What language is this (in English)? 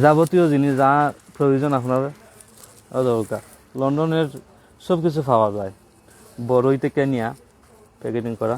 Sylheti